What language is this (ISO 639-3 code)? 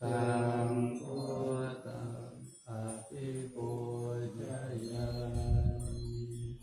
pli